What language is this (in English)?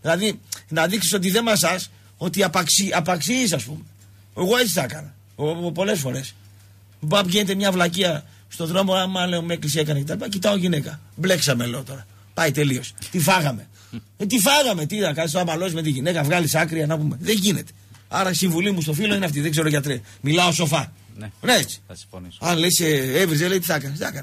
Greek